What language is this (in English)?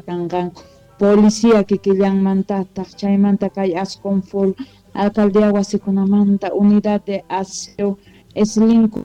Quechua